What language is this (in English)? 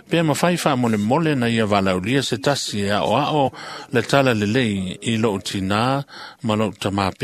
Samoan